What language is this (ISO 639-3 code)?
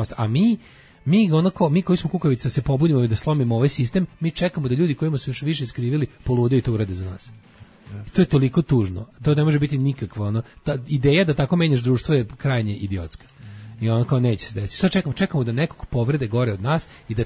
srp